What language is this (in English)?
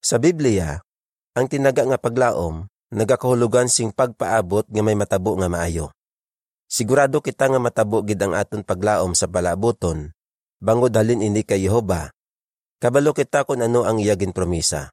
Hiligaynon